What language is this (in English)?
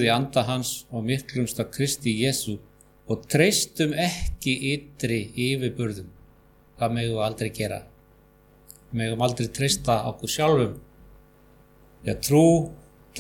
Icelandic